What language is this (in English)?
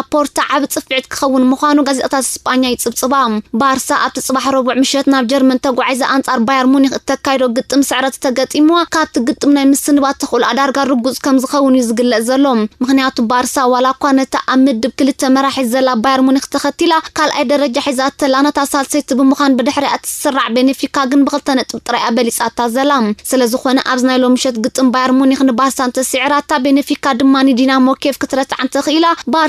Tigrinya